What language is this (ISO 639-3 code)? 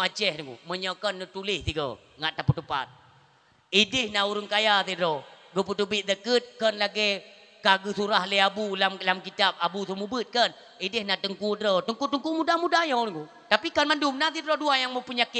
ace